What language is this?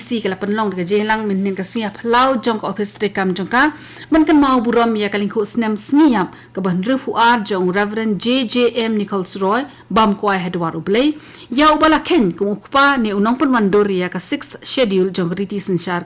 Khasi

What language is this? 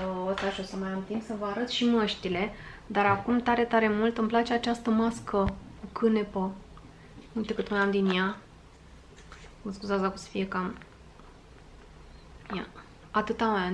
Romanian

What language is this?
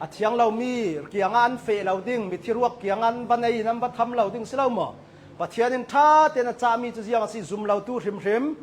Hakha Chin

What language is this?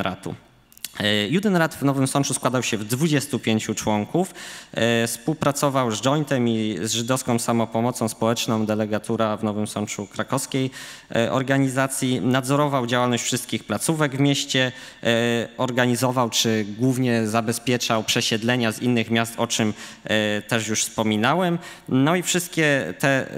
Polish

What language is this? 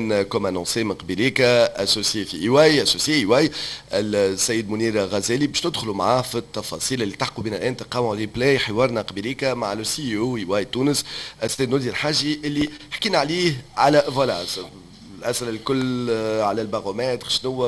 Tunisian Arabic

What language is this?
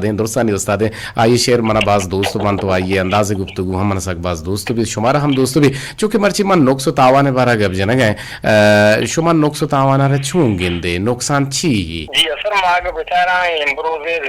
Eastern Balochi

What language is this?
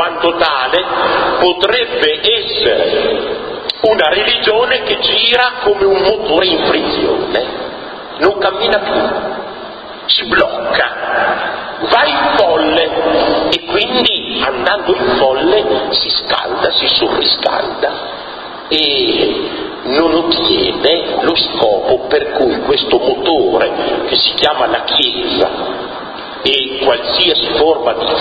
Italian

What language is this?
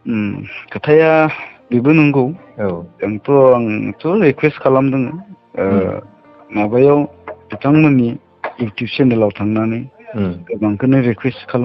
Bodo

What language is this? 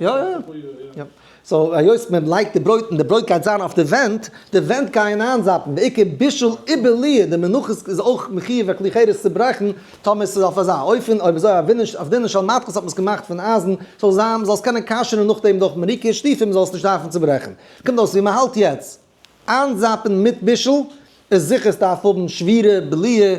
Yiddish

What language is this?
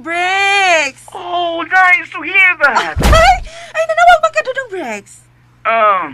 Cebuano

